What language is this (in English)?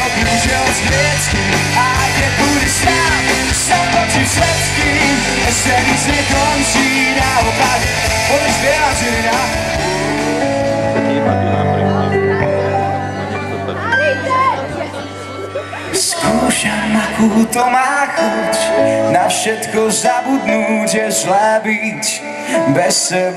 Slovak